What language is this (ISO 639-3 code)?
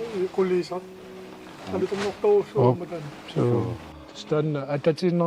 kal